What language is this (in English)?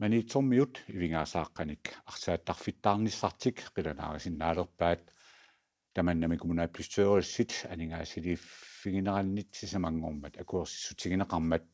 Kalaallisut